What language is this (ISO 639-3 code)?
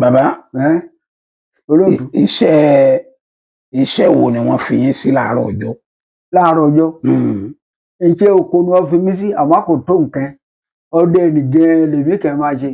yor